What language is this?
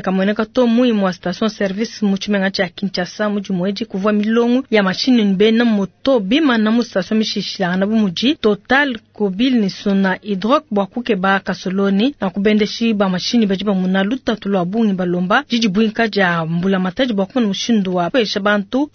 Luba-Lulua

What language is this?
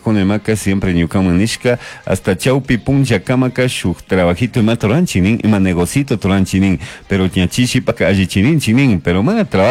Chimborazo Highland Quichua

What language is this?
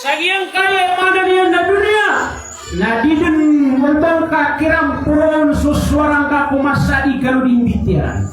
Maranao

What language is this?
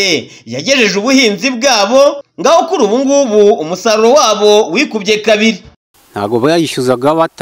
Kinyarwanda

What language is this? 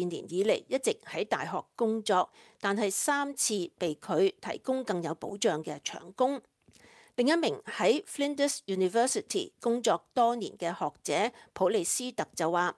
Cantonese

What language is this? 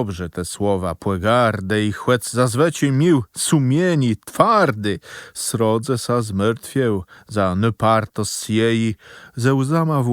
Kashubian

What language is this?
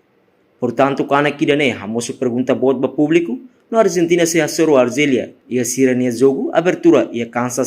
Tetum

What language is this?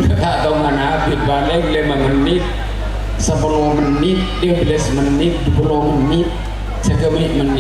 Madurese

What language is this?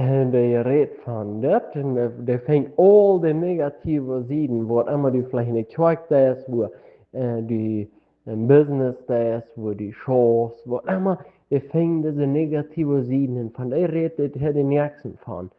Plautdietsch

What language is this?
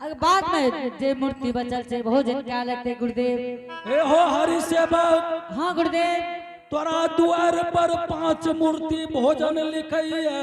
Angika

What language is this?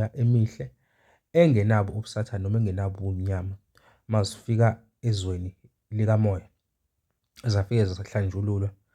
Zulu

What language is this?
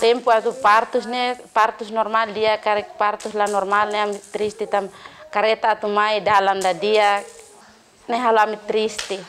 Tetum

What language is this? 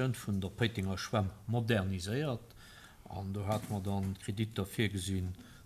Luxembourgish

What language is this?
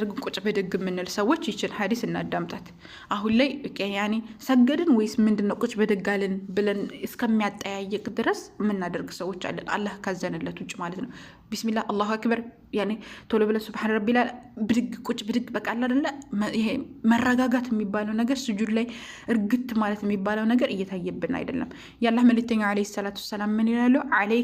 Amharic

